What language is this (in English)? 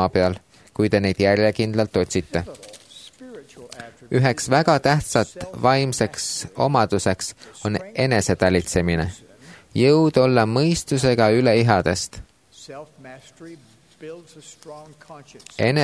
Estonian